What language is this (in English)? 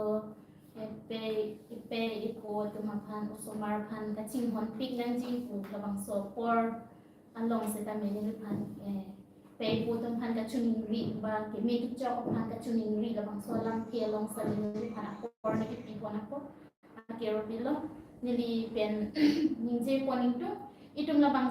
Karbi